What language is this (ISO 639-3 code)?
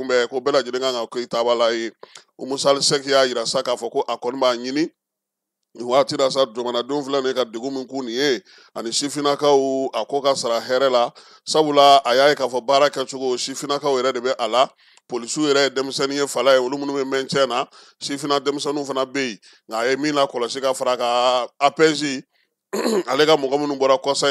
bam